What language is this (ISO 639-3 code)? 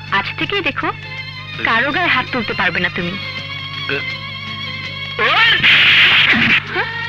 ben